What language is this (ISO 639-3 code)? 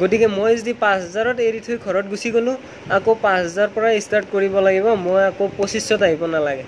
asm